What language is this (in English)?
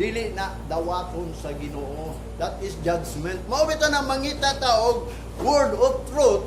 Cebuano